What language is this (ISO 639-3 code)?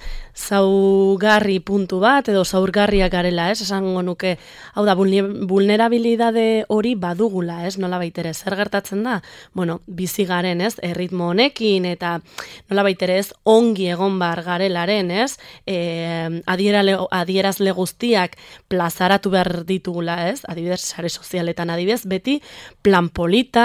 eus